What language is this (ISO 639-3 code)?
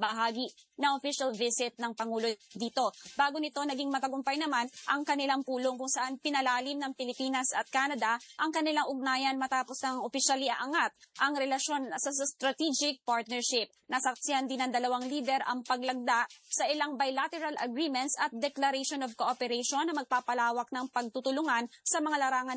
fil